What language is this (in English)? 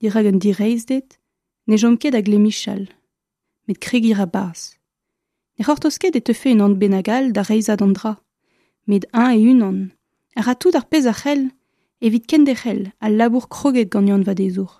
Breton